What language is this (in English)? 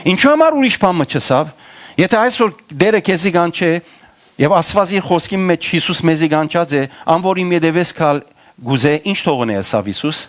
Western Armenian